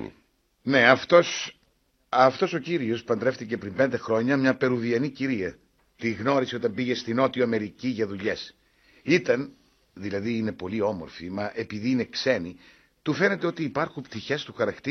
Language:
Greek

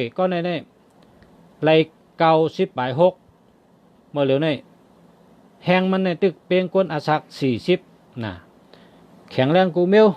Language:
Shan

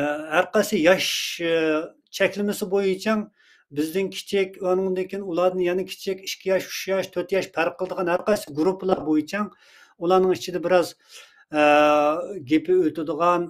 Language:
Uyghur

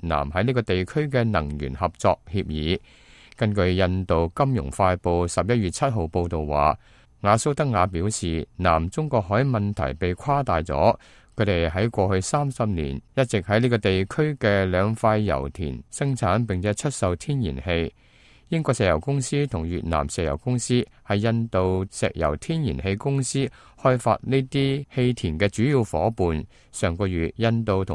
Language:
Cantonese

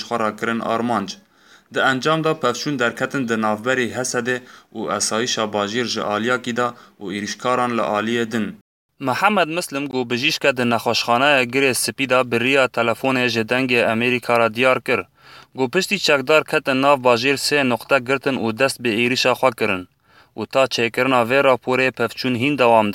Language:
Kurdish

